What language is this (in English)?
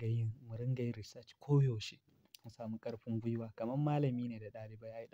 Hausa